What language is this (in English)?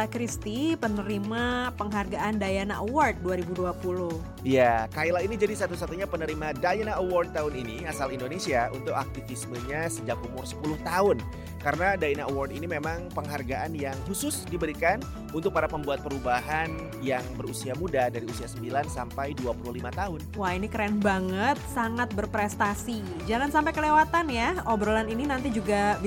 Indonesian